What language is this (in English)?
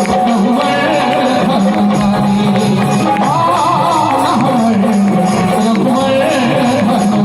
Maithili